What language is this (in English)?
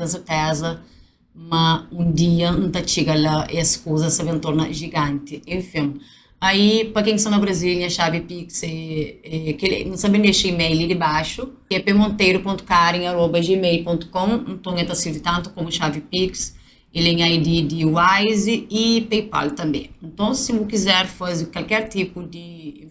Kabuverdianu